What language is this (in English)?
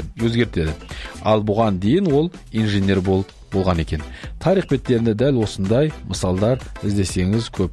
Kazakh